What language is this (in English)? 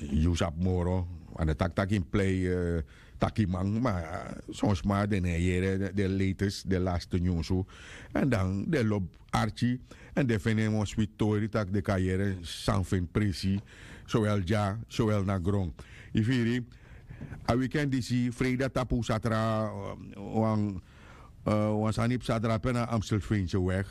Sranan Tongo